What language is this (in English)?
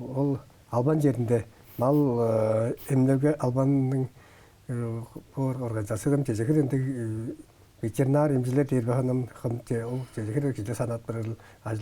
Tuvinian